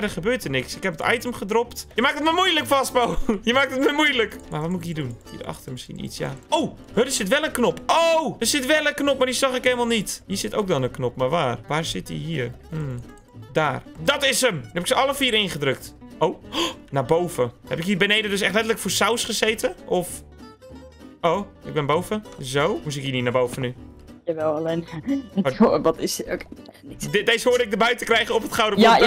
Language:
Dutch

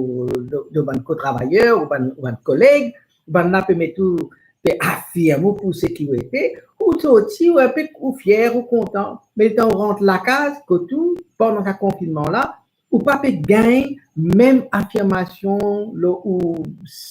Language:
Morisyen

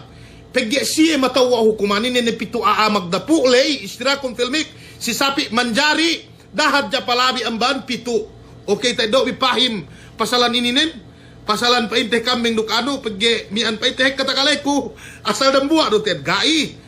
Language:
Yakan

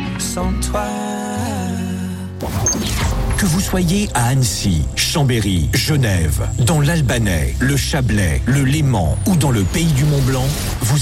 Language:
French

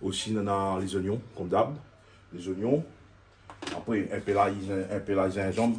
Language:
Réunion Creole French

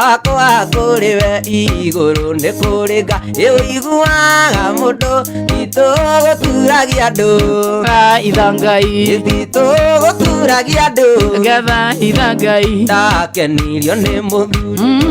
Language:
Kikuyu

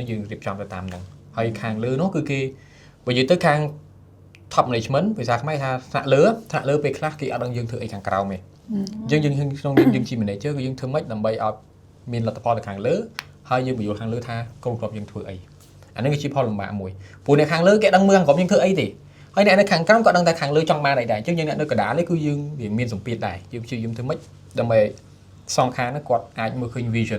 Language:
Khmer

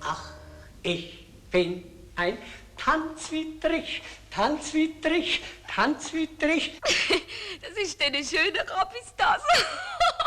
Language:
Swiss German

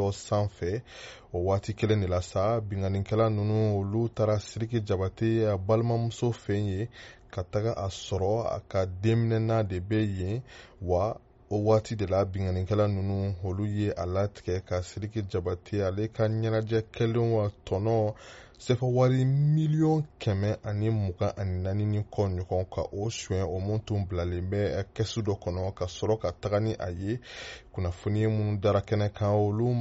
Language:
Bambara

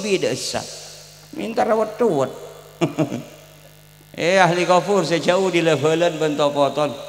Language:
Madurese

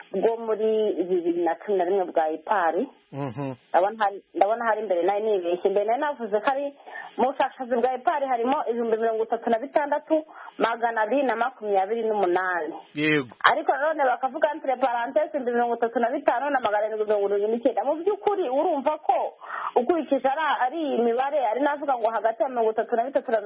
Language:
Kinyarwanda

